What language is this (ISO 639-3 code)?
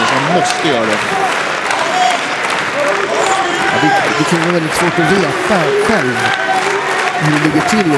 swe